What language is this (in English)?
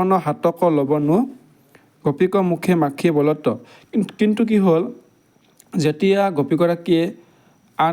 Assamese